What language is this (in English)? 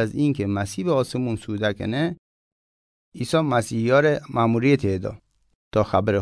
Gilaki